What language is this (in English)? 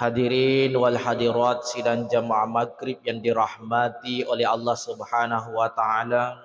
Buginese